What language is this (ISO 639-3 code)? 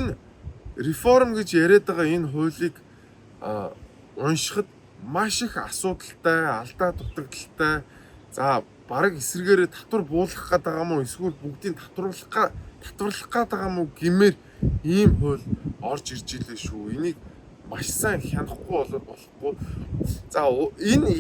mon